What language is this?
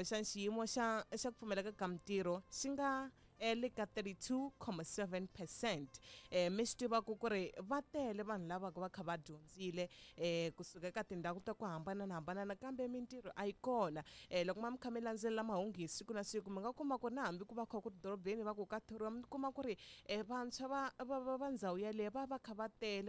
Tsonga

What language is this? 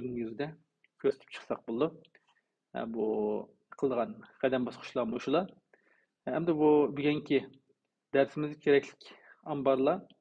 Uyghur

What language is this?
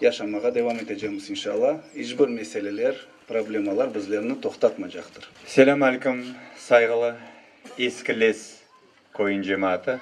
Crimean Tatar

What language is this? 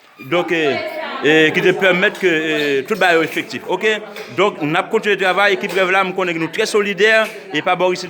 Haitian Creole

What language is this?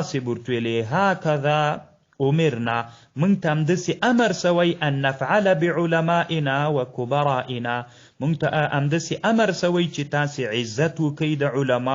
Pashto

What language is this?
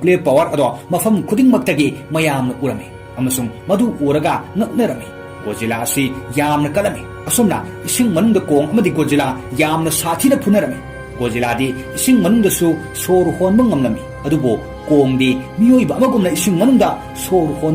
Manipuri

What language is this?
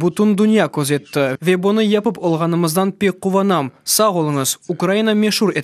Crimean Tatar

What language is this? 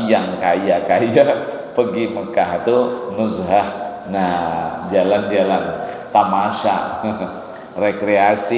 Banjar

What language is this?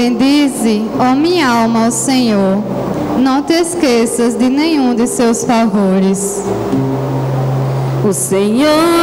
Portuguese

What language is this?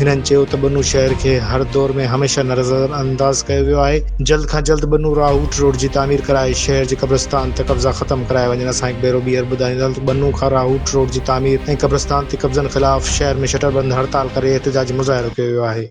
Sindhi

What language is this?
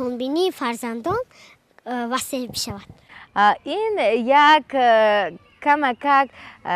Tajik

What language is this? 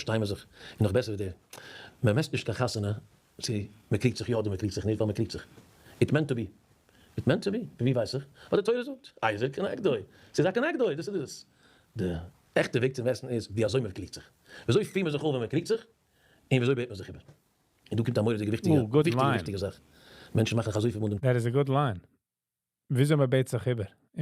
Yiddish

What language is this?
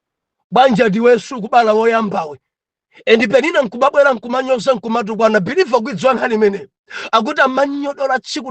Nyanja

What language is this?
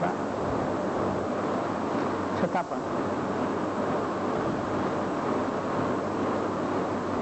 Gujarati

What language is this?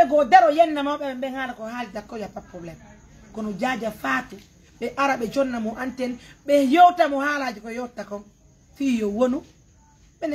Pular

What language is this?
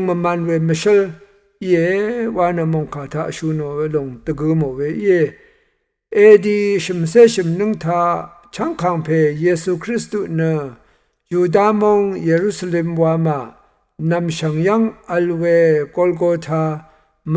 Rawang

